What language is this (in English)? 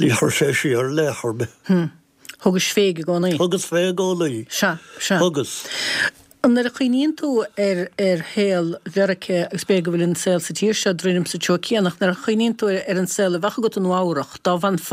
Irish